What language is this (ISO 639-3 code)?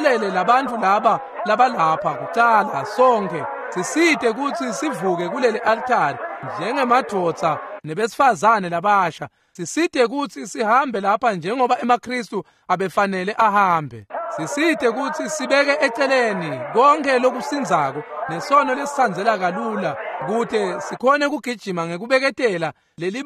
ssw